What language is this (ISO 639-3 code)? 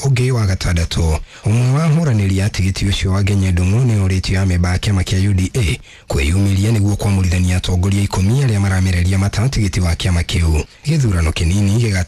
kik